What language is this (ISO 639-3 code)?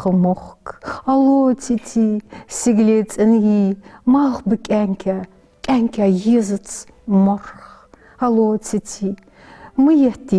inh